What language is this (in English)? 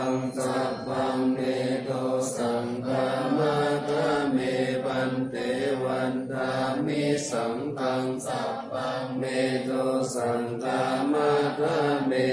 Pali